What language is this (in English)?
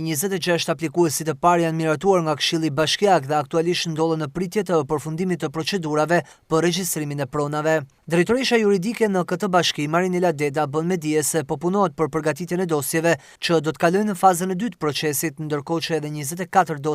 Albanian